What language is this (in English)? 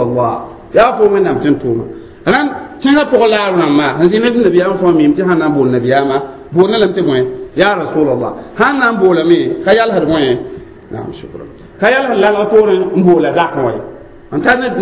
Mossi